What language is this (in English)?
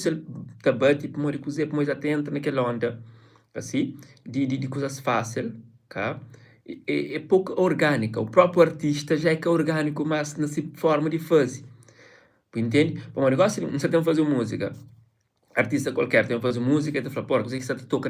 Kabuverdianu